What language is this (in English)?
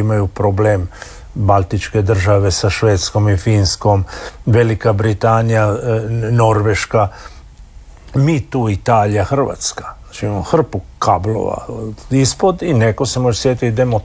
Croatian